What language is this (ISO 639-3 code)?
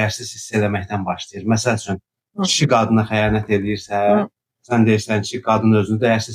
aze